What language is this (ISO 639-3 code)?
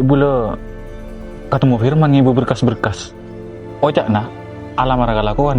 mad